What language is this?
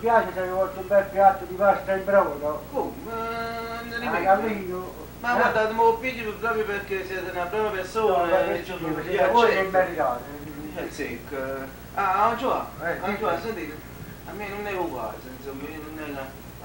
Neapolitan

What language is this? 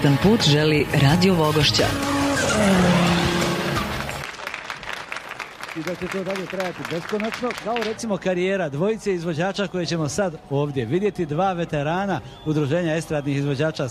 Bosnian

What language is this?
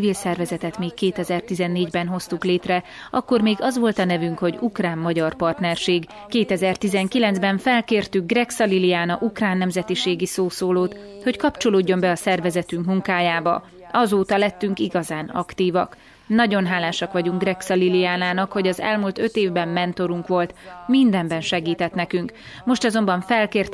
Hungarian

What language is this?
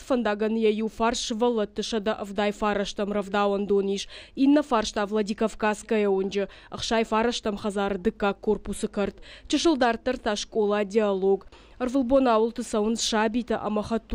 Ossetic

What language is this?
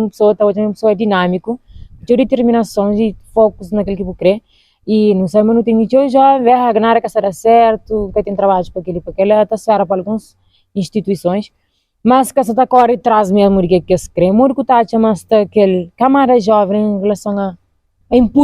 Kabuverdianu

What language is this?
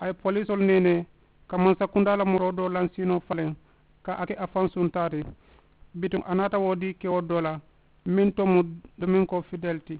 Mandingo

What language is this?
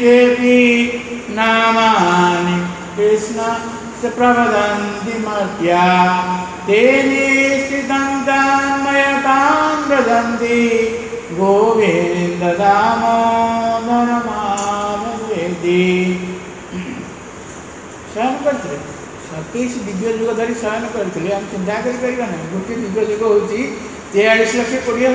Odia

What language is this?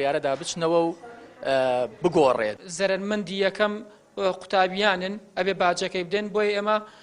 Central Kurdish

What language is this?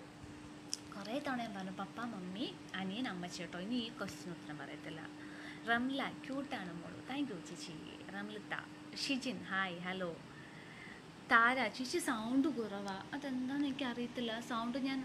Malayalam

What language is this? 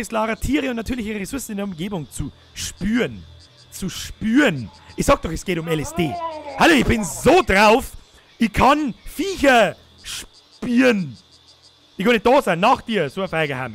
Bavarian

